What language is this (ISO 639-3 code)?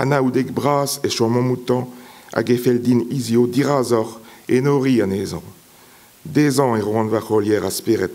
bre